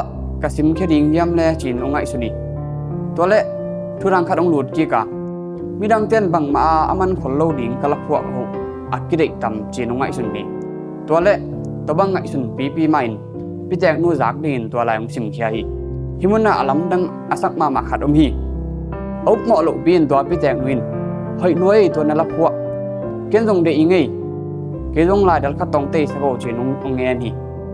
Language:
Tedim Chin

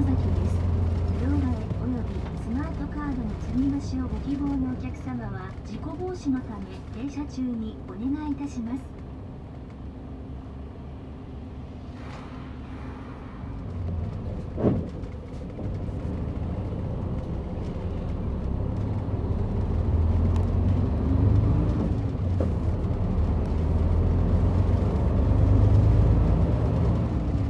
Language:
Japanese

